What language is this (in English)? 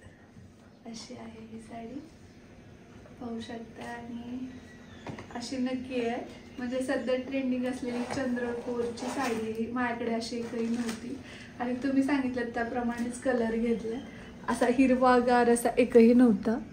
Marathi